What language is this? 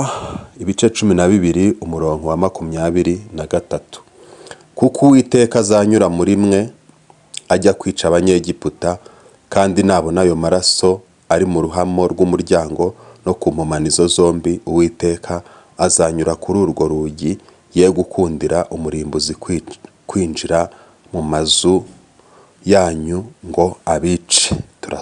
Kinyarwanda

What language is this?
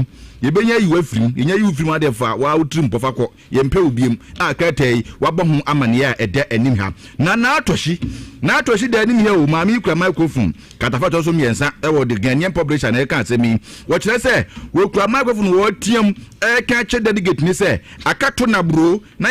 Akan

